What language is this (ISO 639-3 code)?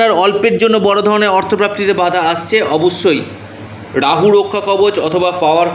ben